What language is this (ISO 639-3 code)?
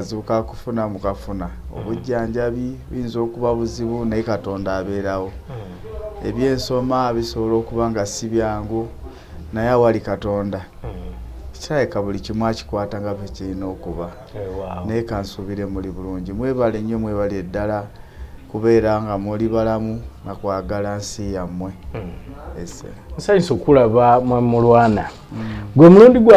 lug